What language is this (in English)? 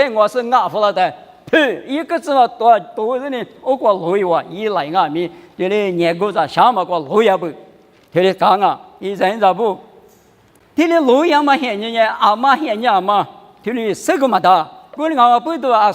Lisu